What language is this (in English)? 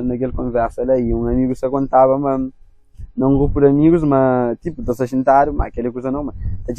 Kabuverdianu